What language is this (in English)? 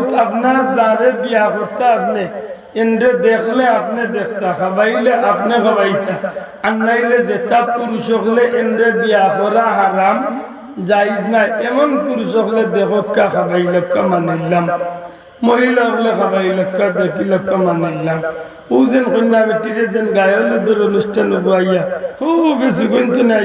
Sylheti